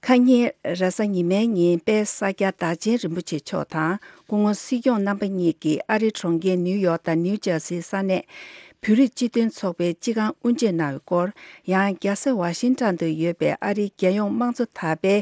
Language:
Tibetan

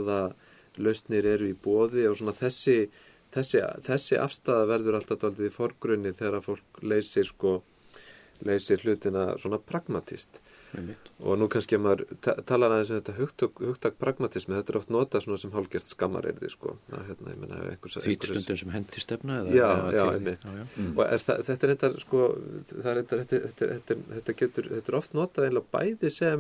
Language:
Icelandic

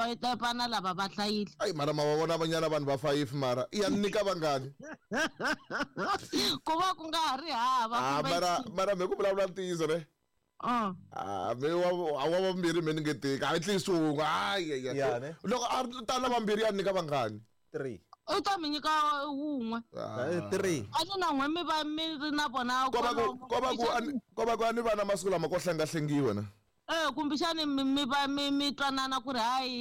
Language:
Tsonga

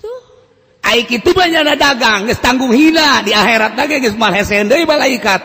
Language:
Sundanese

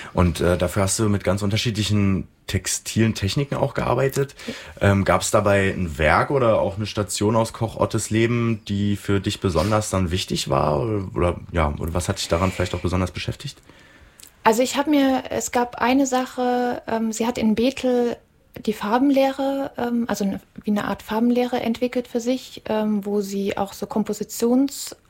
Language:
German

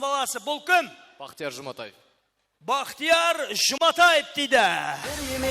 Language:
Kara-Kalpak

